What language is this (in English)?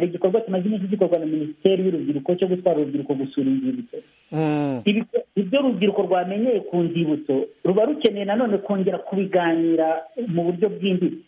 Kinyarwanda